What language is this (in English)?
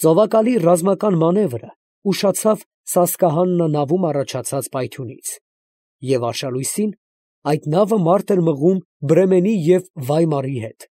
Armenian